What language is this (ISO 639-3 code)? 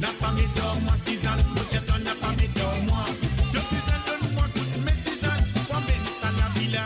mfe